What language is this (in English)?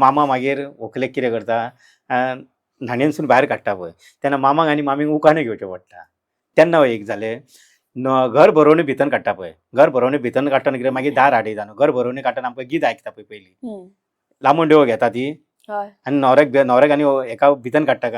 Konkani